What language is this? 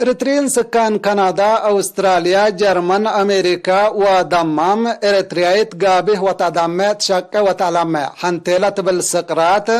Tigre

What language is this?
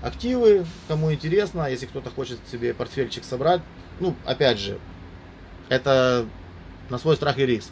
Russian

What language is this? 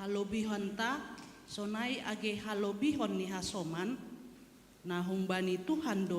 Batak Simalungun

